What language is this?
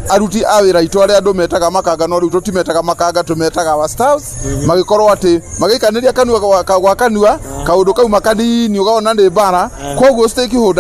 Kikuyu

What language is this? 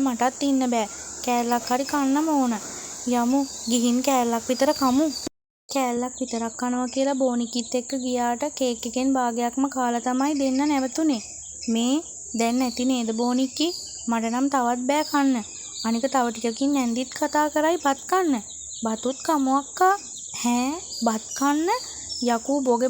Sinhala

